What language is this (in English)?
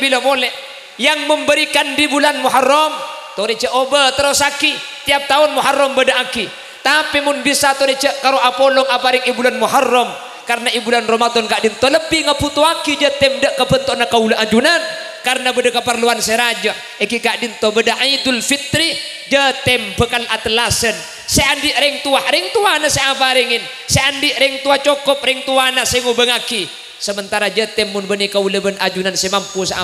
Madurese